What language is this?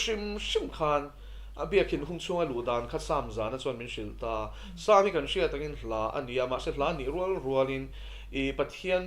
Mizo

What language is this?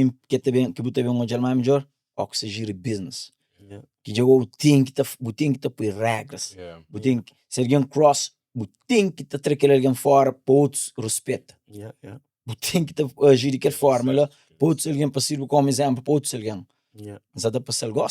Kabuverdianu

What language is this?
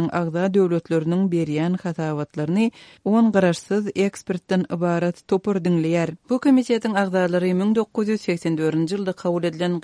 Turkmen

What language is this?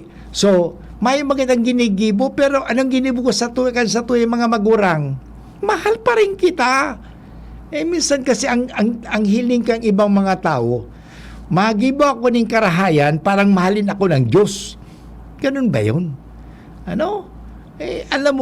Bikol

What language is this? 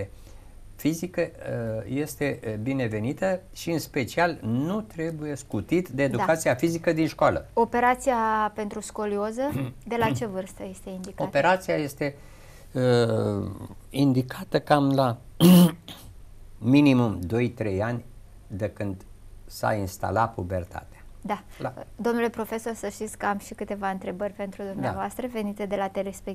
Romanian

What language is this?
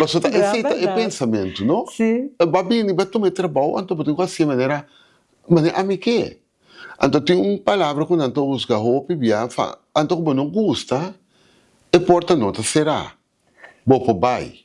Papiamento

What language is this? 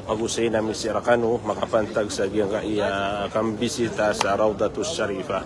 Maranao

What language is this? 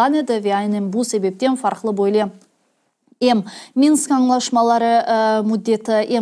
Crimean Tatar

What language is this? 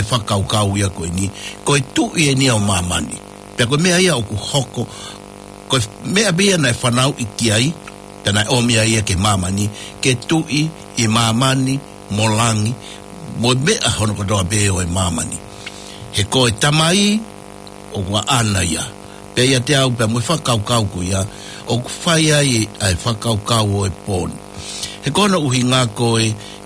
Tongan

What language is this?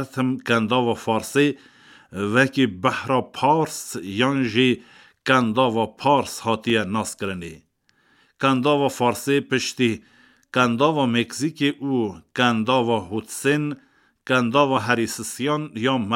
Kurdish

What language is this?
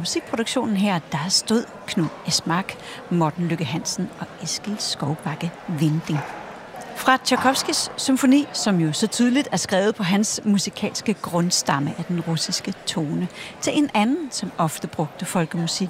Danish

